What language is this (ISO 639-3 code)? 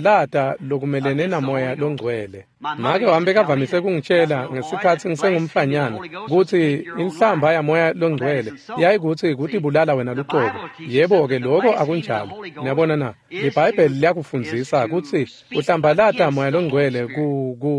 ssw